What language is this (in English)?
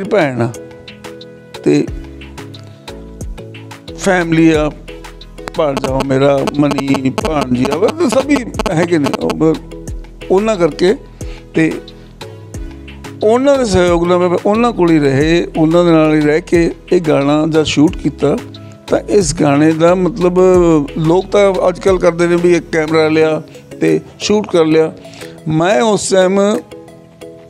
Punjabi